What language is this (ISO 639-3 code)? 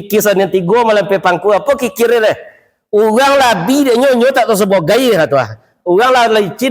min